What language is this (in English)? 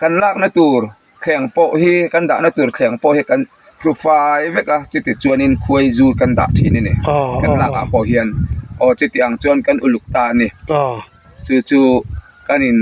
Mizo